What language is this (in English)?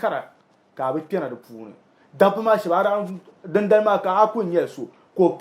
Dagbani